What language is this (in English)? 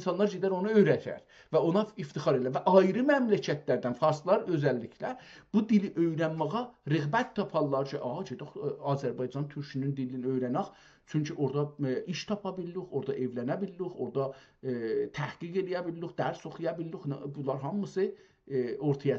South Azerbaijani